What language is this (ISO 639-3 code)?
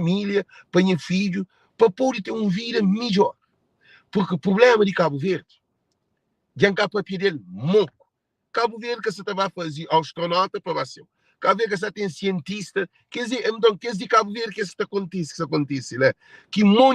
kea